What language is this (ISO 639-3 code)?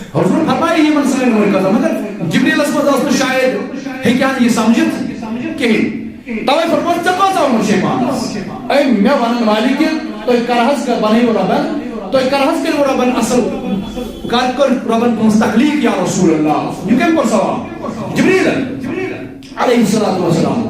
kas